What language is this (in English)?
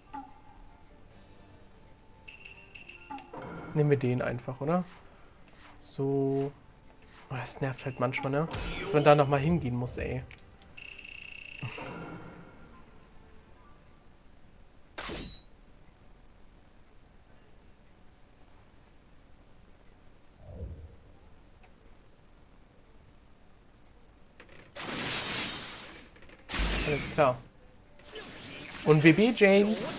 German